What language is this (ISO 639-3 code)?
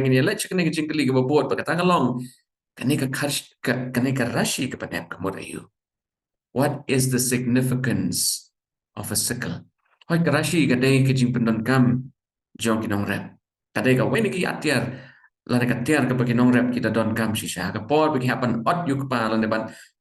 kha